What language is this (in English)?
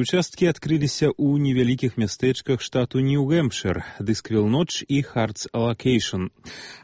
Belarusian